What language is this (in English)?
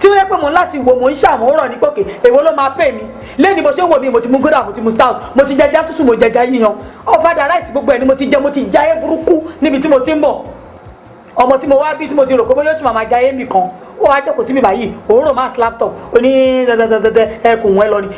Yoruba